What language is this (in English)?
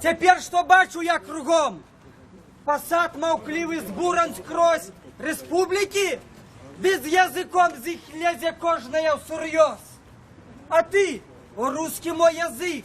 Belarusian